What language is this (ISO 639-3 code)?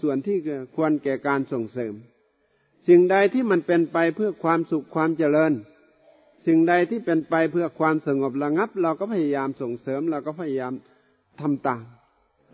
tha